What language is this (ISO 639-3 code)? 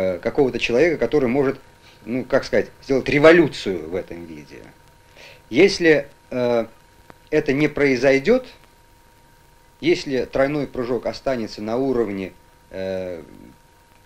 rus